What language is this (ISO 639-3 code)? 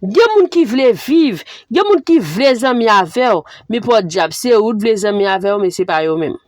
hat